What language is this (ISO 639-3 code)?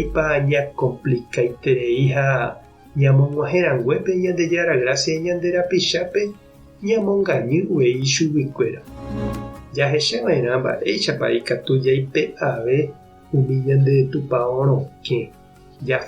grn